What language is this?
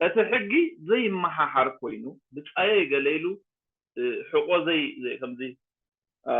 Tigrinya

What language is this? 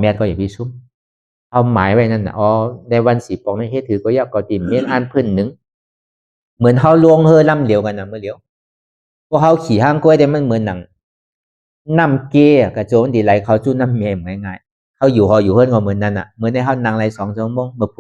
Shan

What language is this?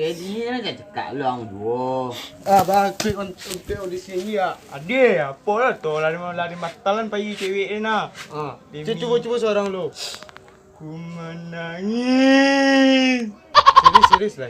Minangkabau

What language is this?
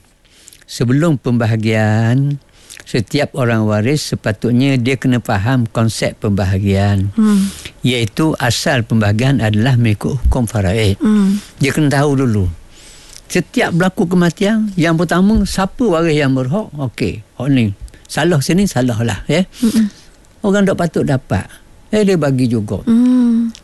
Malay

